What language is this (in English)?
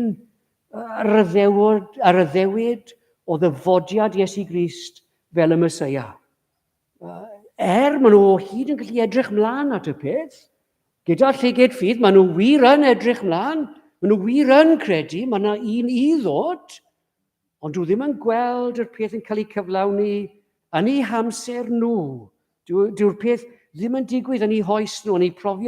Welsh